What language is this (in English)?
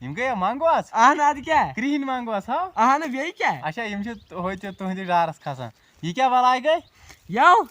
Kashmiri